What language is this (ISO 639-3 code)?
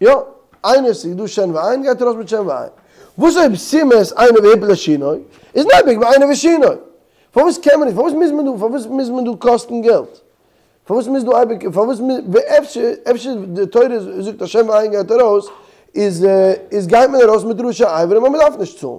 yid